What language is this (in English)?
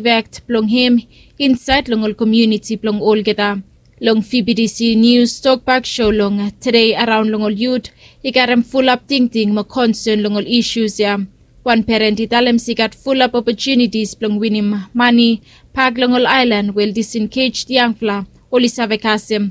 Bislama